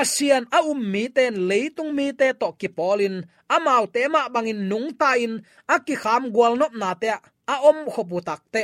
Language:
Tedim Chin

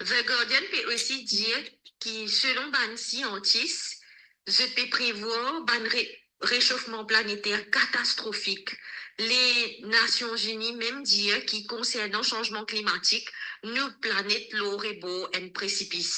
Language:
Morisyen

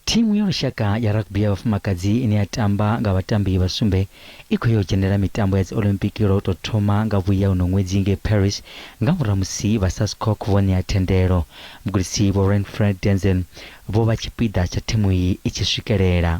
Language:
Venda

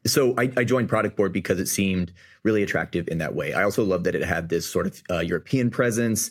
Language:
English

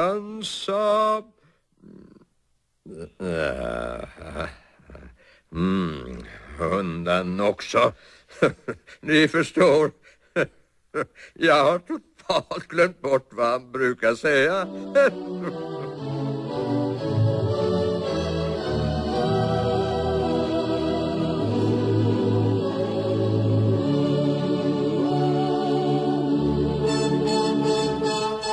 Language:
Swedish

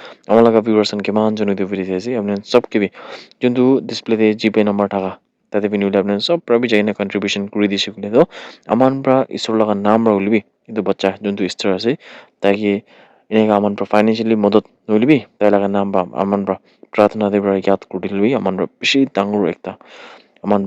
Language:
Naga Pidgin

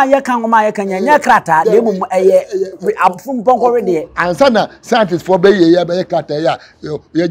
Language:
Akan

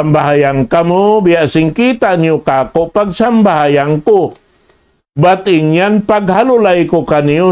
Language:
Tausug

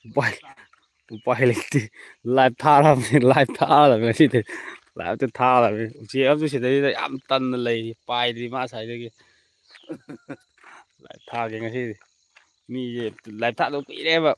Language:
Manipuri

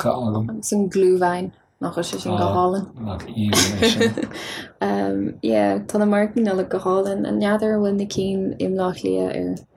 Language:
Irish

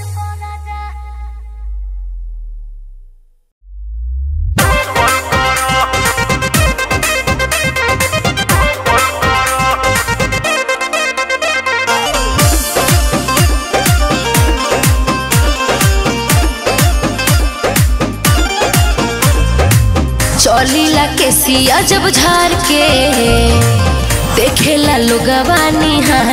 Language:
Bhojpuri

